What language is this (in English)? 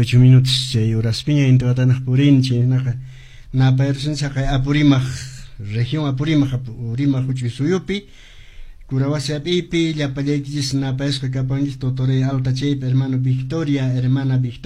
Quechua